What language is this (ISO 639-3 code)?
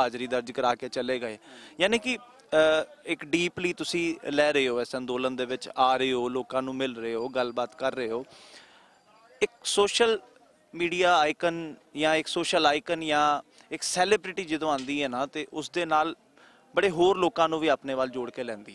pan